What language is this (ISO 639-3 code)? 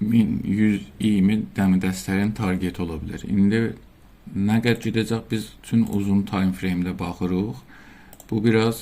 azb